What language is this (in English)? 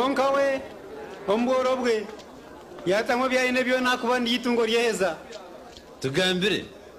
Nyankole